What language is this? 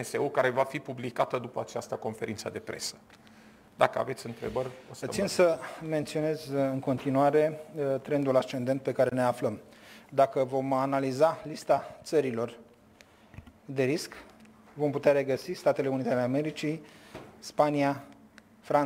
Romanian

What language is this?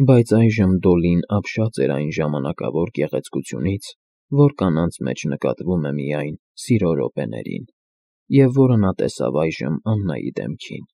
Armenian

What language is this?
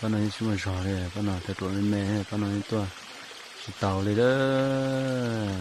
Hmong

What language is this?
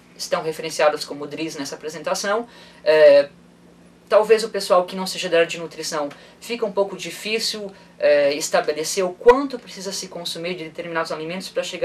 Portuguese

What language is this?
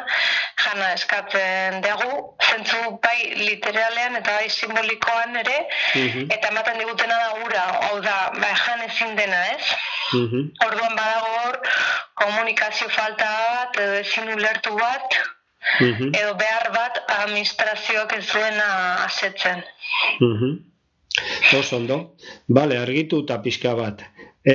Basque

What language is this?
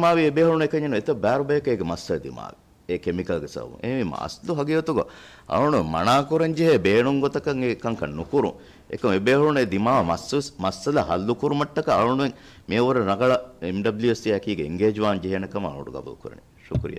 Divehi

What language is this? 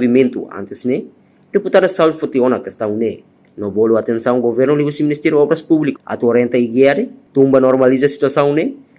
Tetum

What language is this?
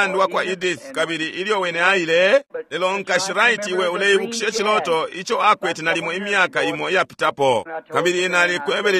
Bemba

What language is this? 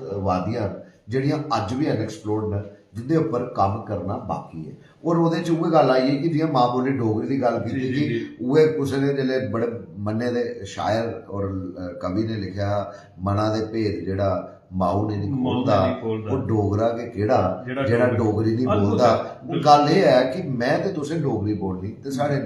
Dogri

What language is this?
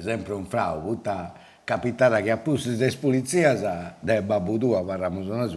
Sardinian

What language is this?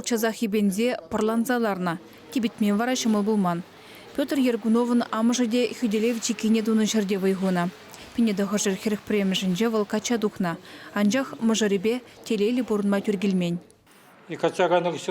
Chuvash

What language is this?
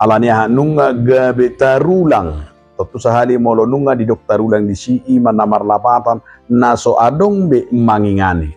Batak Toba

